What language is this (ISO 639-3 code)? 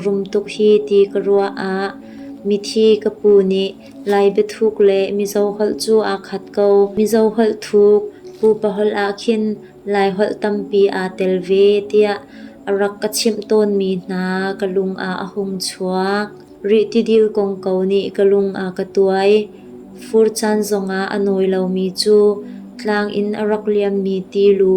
cnh